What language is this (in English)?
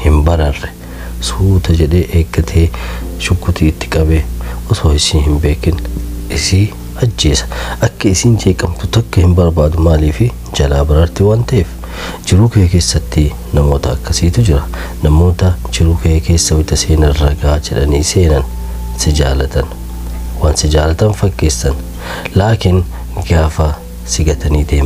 Oromo